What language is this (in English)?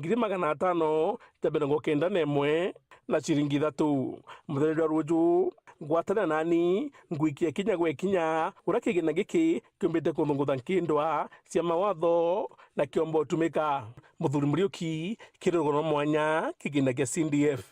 Meru